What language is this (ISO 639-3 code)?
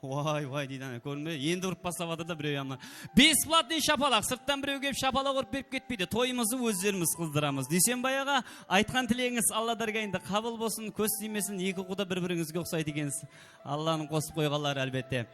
kaa